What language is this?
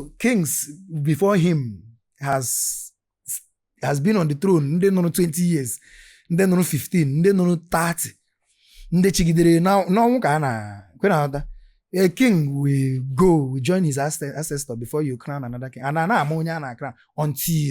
Igbo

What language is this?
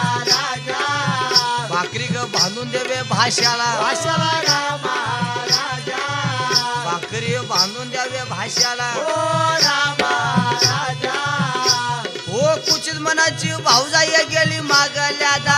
Marathi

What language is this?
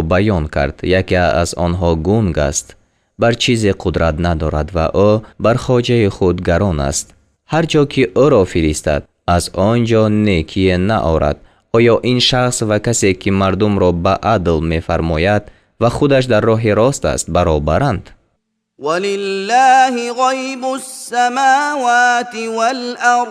Tajik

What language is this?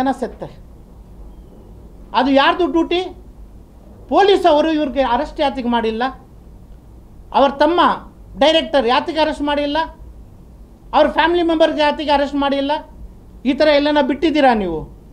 Kannada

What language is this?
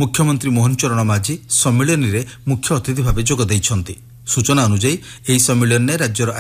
Odia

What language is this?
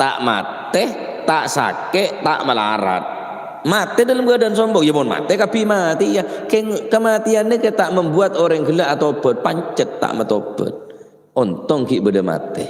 Madurese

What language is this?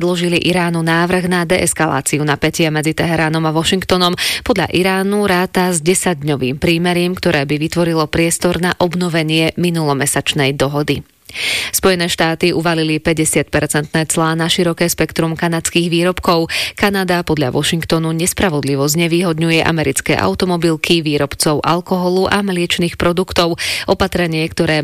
Slovak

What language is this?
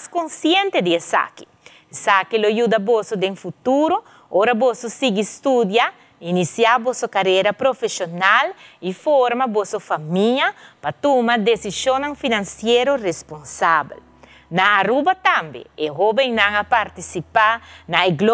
Papiamento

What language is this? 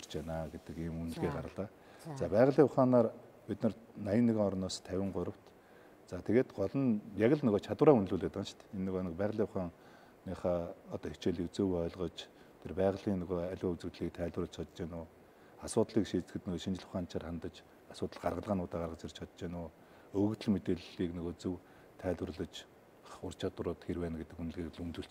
Mongolian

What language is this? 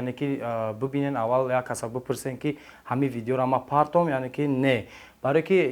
Tajik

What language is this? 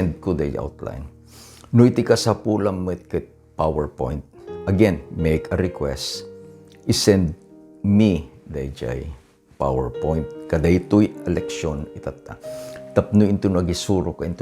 Iloko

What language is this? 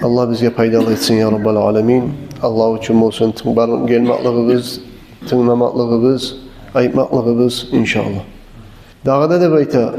Kumyk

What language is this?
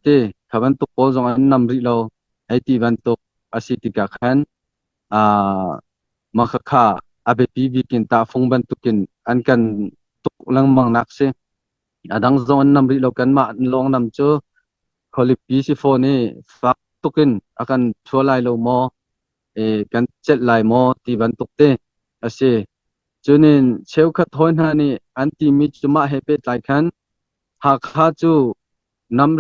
Hakha Chin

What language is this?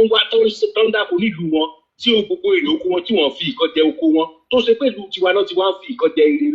Yoruba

